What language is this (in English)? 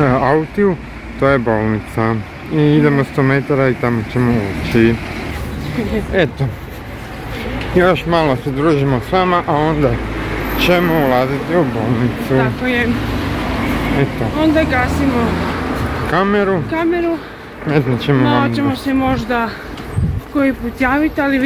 Croatian